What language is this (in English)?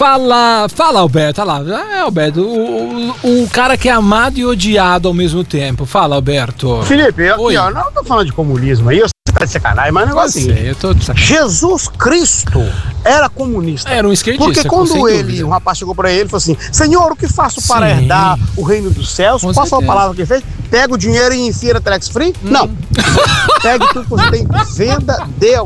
Portuguese